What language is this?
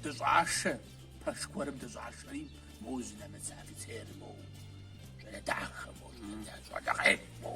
Kabardian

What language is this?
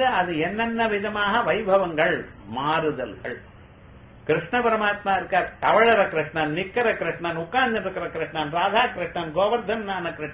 Tamil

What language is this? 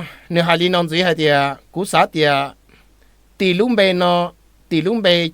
Hmong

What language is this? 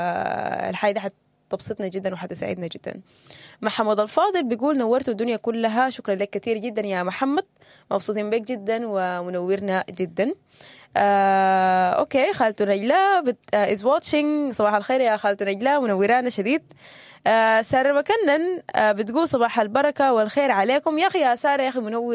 Sudanese Arabic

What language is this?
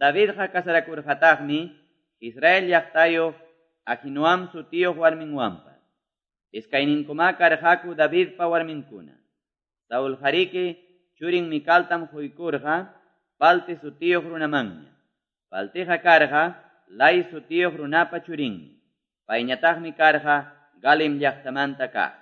Quechua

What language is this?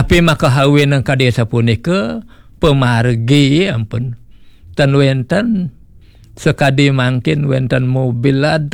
Balinese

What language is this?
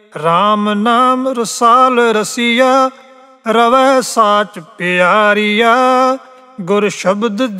Punjabi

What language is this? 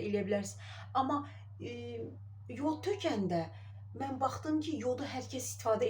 Azerbaijani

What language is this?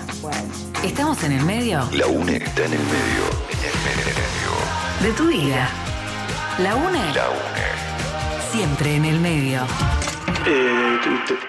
Spanish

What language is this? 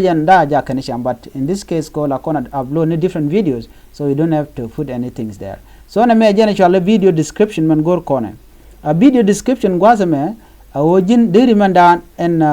Nuer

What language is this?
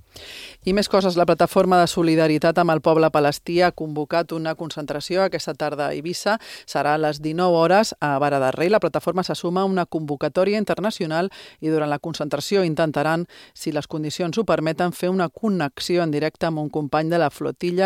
Catalan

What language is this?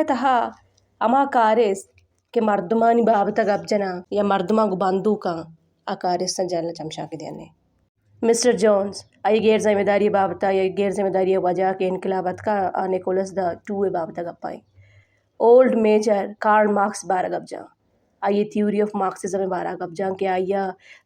Baluchi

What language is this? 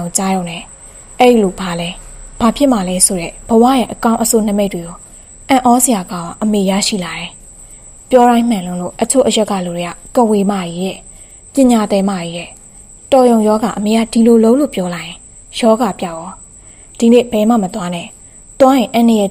Burmese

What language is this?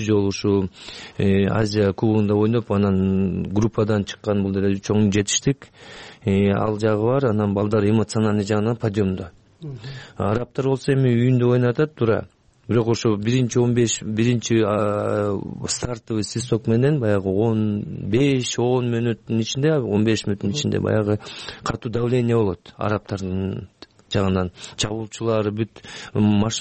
Kyrgyz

